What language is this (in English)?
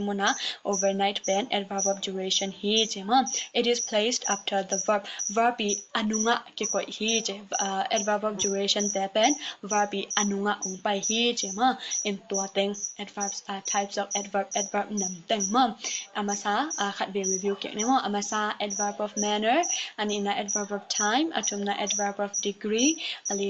Tedim Chin